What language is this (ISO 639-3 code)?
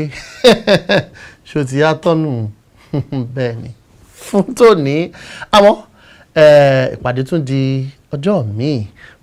yor